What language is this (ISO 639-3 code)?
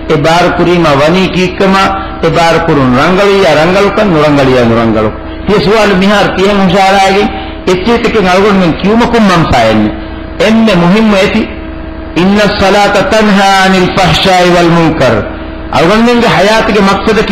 div